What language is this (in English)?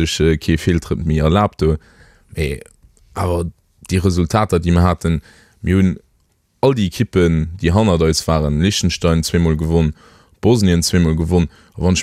Luxembourgish